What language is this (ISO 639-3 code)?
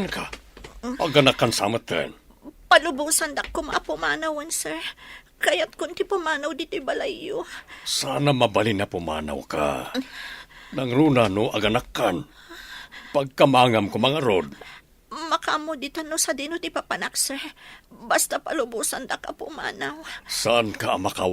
ilo